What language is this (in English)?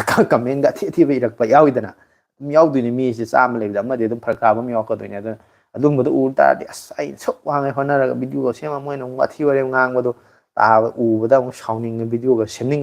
Manipuri